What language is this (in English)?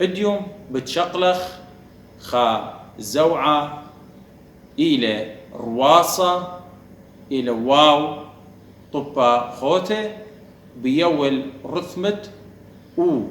Assyrian Neo-Aramaic